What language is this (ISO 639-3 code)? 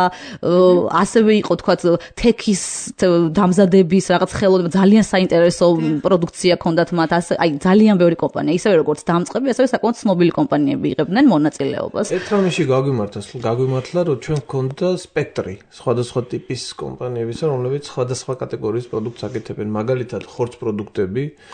kat